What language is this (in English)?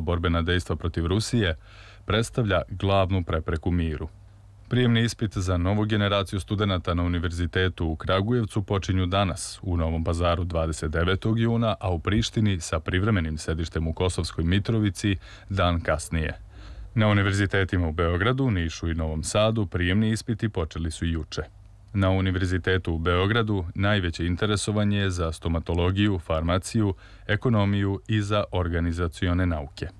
Serbian